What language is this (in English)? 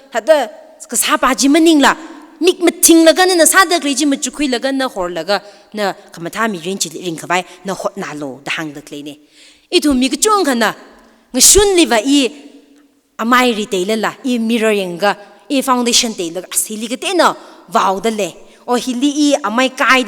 Tangkhul Naga (India)